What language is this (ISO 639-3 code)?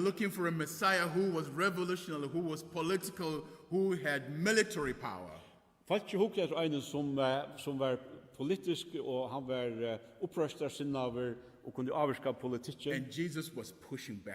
fao